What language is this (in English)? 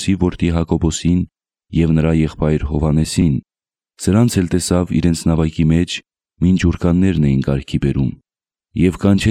Armenian